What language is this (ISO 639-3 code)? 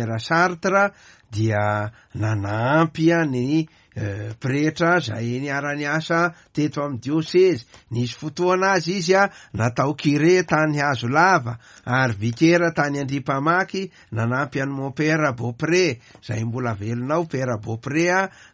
mlg